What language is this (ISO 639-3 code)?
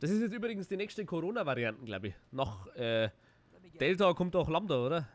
bar